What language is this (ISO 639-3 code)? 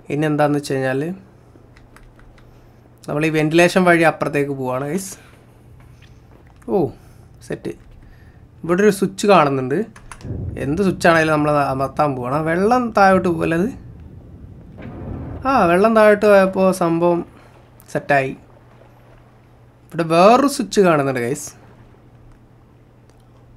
mal